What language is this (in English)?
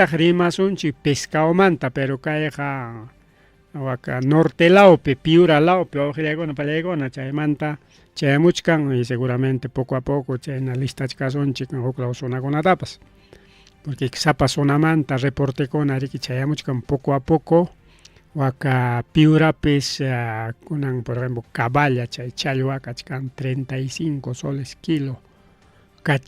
Ayacucho Quechua